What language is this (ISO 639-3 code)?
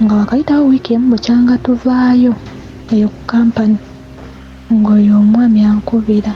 lug